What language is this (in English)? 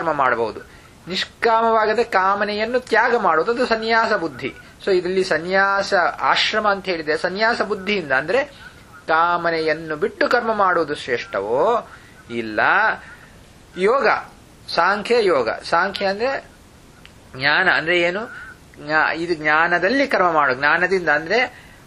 Kannada